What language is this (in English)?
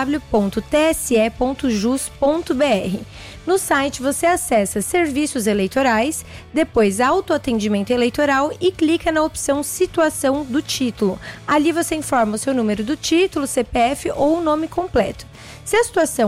Portuguese